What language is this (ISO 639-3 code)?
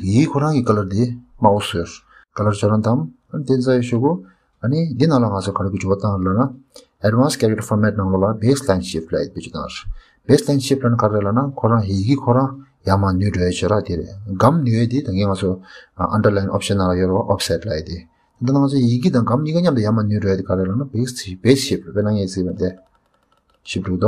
bod